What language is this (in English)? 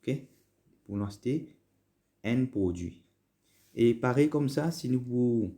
Morisyen